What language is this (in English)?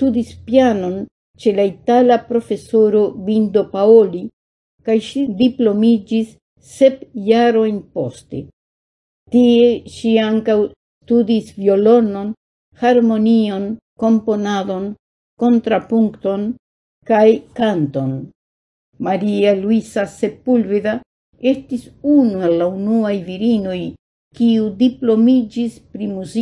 Esperanto